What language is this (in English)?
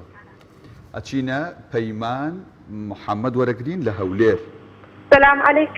Central Kurdish